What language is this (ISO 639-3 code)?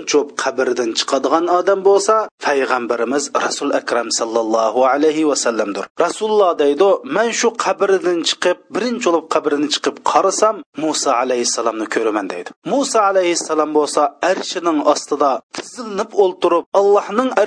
uig